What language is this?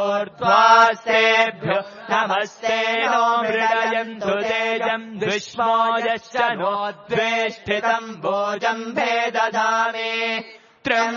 Sanskrit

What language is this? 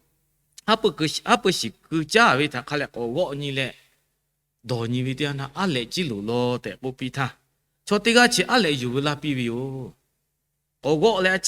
Lahu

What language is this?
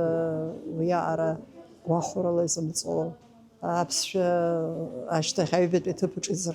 Abkhazian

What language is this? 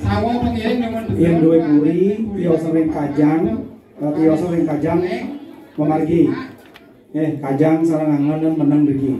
Balinese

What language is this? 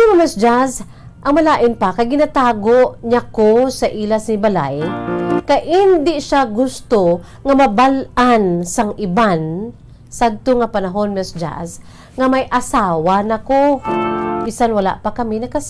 Hiligaynon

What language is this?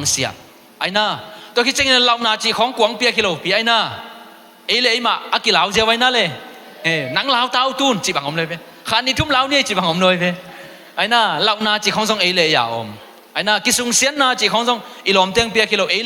Tedim Chin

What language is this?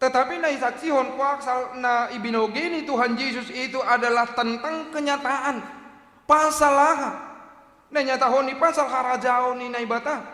Batak Simalungun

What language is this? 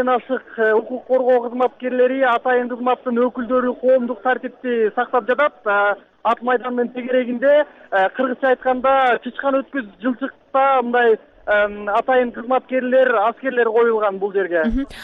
Kyrgyz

